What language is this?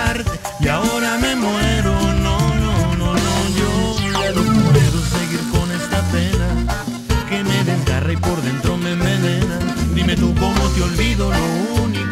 Spanish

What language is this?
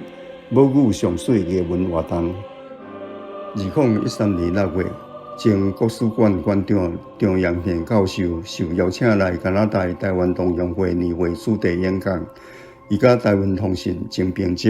Min Nan Chinese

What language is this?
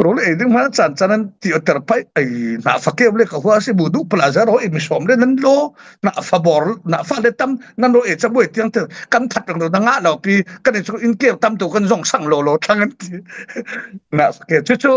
Falam Chin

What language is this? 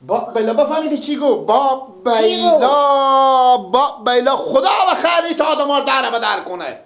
Persian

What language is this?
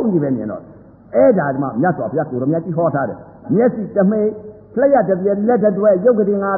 Burmese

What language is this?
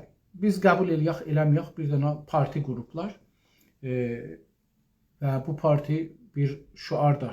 South Azerbaijani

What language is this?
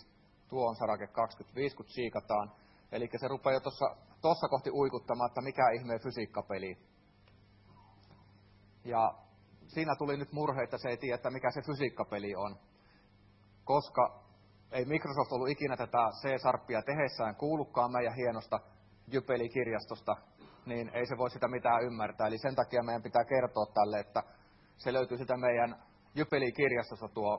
Finnish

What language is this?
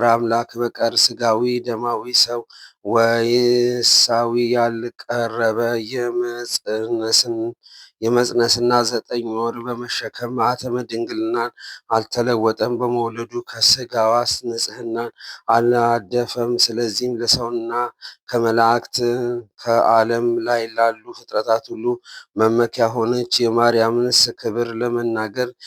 Amharic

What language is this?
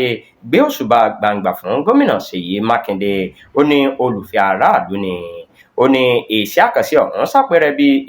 Yoruba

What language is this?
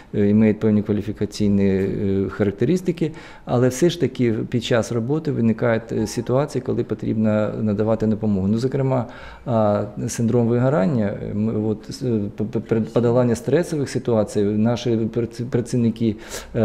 Ukrainian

